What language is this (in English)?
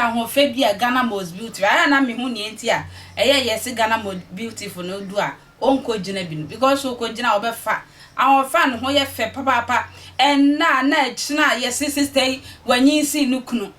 Akan